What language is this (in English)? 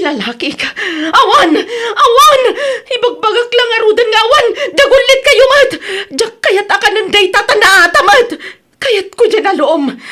Iloko